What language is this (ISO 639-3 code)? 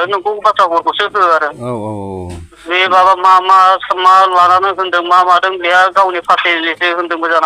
brx